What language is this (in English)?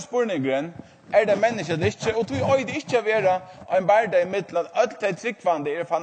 Faroese